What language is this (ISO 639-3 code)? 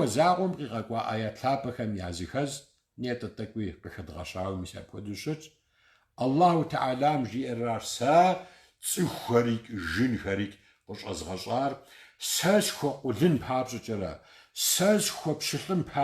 kbd